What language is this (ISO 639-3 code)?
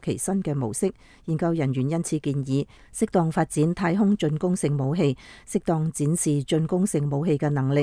yue